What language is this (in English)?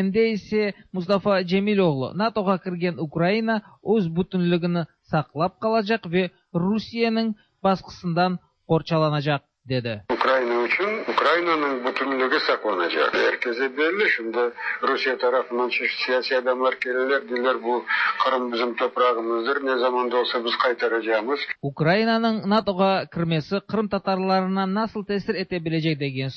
Tatar